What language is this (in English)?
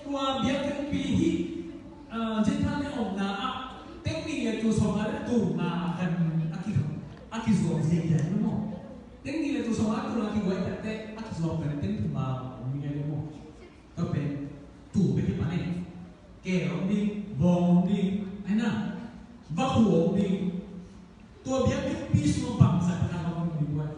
Tedim Chin